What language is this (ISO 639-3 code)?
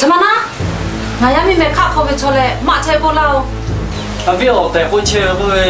lhu